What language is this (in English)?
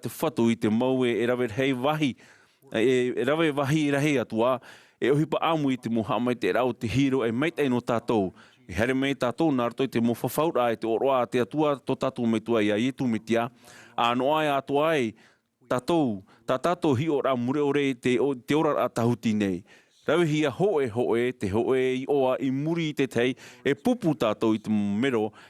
Tahitian